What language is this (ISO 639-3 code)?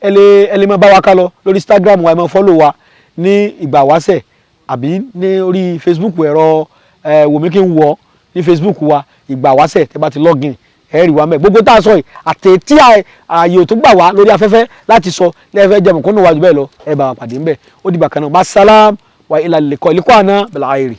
yor